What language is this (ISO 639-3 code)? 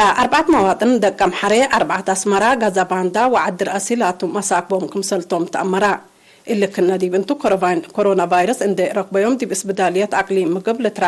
tig